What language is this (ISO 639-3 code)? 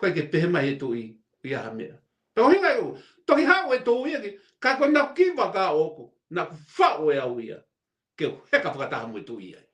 ton